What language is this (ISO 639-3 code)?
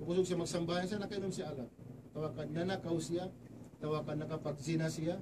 tsg